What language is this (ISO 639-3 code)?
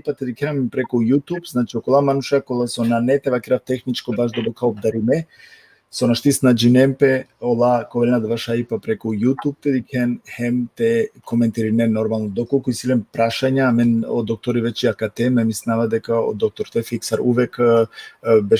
rmn